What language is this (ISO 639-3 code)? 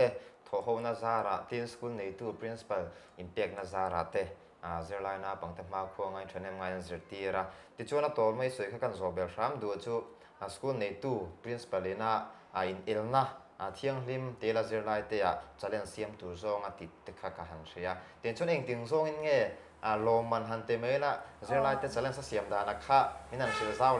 lus